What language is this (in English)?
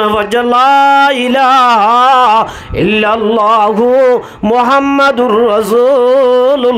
Rohingya